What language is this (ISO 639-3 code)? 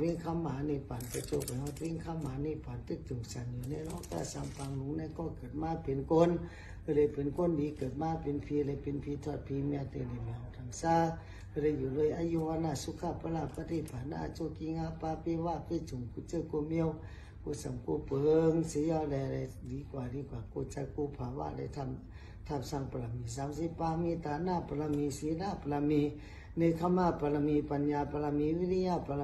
shn